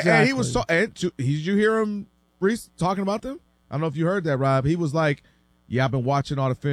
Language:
English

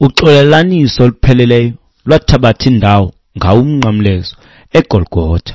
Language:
Xhosa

